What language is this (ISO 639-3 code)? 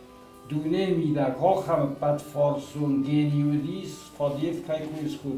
oss